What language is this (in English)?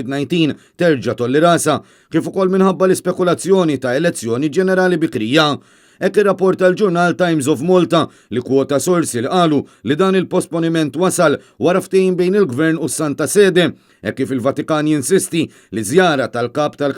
Maltese